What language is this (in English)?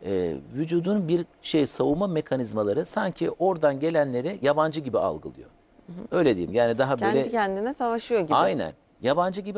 Turkish